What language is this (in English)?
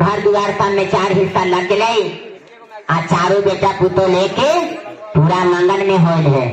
Magahi